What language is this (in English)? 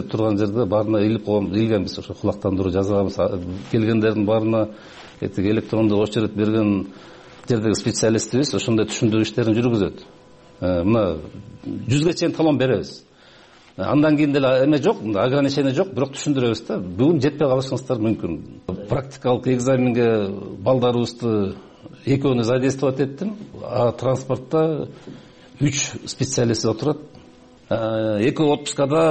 Kyrgyz